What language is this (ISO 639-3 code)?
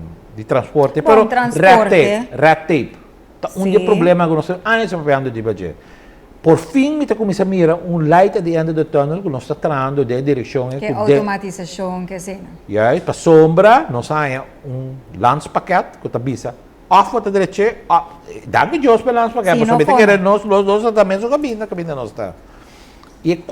pap